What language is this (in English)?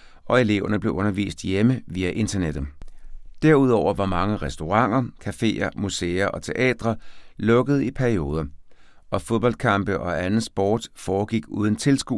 Danish